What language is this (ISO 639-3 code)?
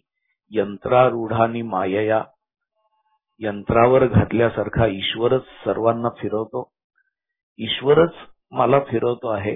mar